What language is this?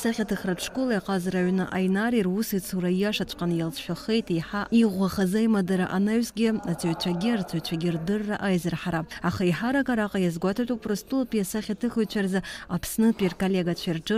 Abkhazian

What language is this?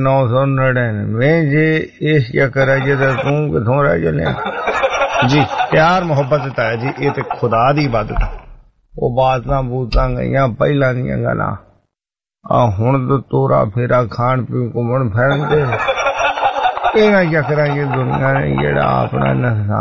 Punjabi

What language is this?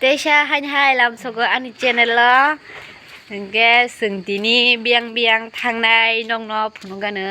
Kok Borok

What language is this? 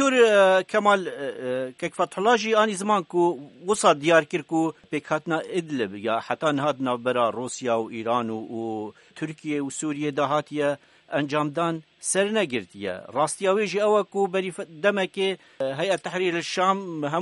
Kurdish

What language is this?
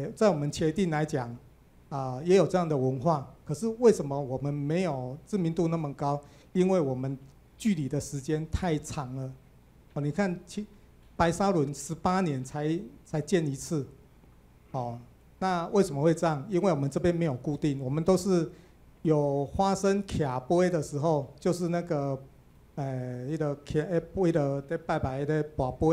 Chinese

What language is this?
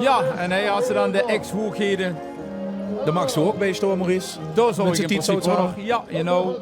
Limburgish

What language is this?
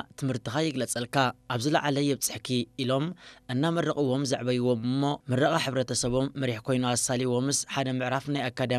Tigrinya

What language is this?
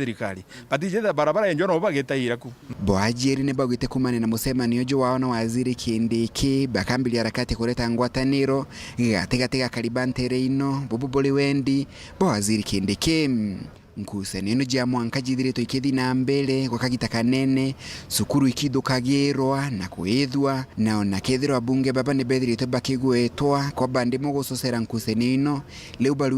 Meru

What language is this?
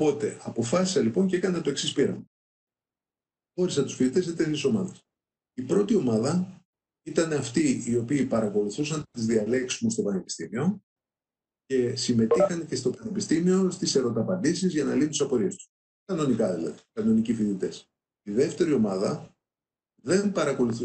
Greek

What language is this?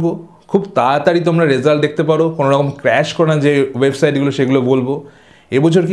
Bangla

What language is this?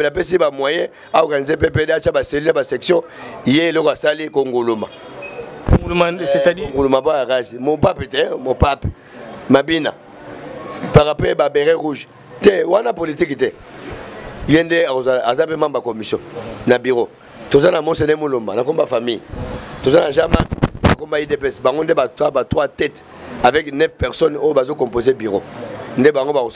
Lingala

